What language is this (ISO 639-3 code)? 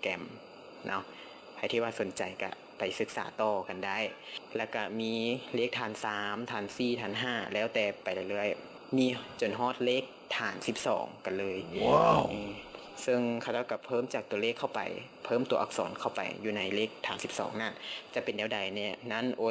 lao